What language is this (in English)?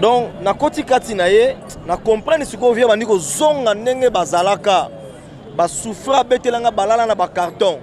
Lingala